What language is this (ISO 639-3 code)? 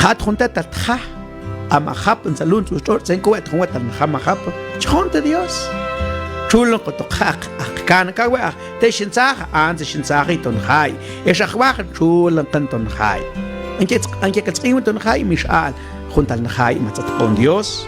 mam